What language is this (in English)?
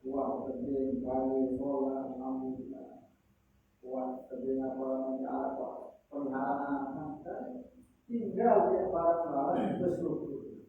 Sasak